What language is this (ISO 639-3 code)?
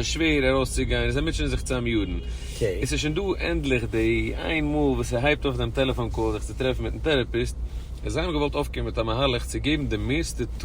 yid